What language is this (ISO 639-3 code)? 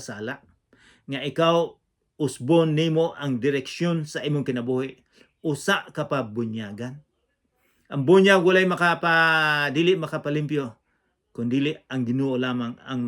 ceb